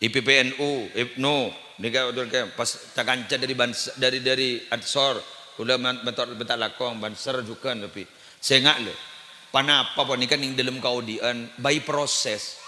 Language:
Madurese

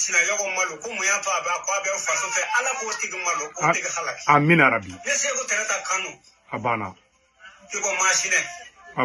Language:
Bambara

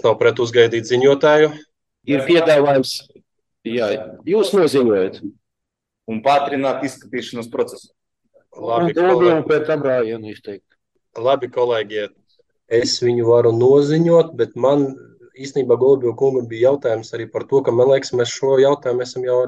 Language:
Latvian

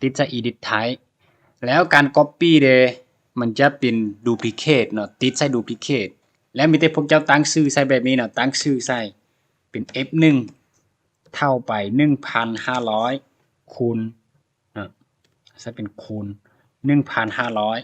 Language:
Lao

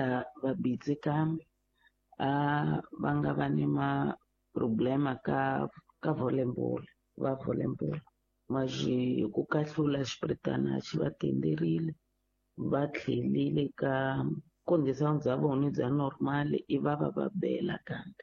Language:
Tsonga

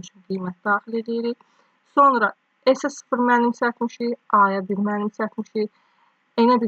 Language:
Azerbaijani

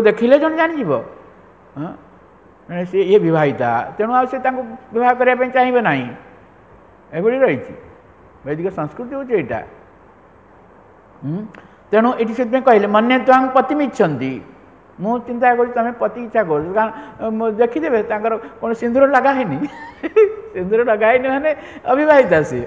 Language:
Odia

